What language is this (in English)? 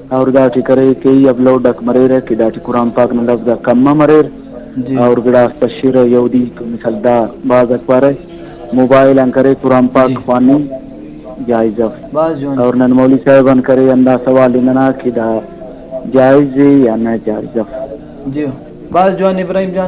Brahui